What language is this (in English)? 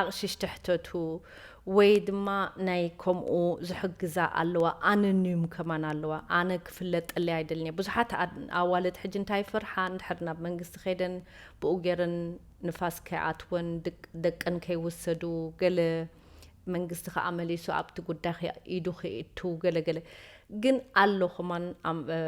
Tigrinya